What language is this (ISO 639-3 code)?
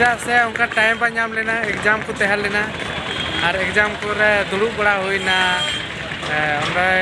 sat